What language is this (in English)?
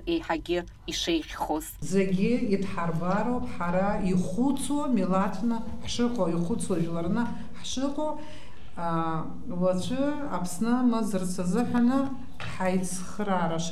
Abkhazian